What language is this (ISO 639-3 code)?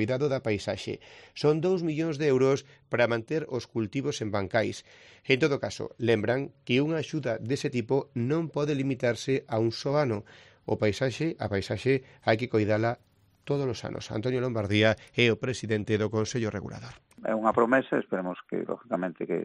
glg